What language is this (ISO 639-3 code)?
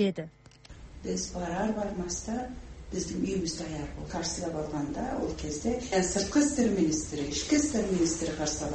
kaz